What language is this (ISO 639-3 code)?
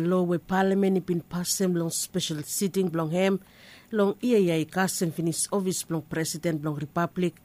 bis